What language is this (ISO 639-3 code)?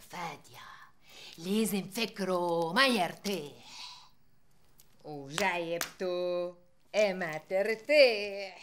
apc